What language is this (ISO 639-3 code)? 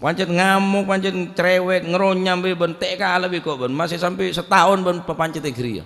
mad